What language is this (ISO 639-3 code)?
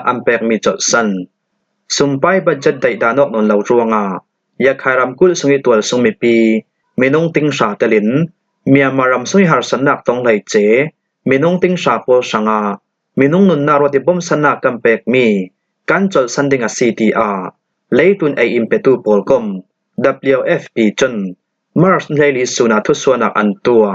cfm